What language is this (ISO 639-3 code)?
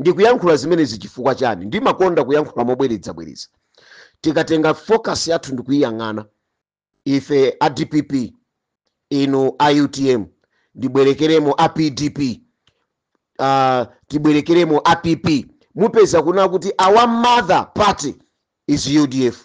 nya